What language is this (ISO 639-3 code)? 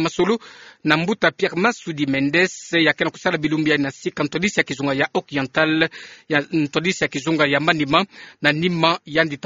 ktu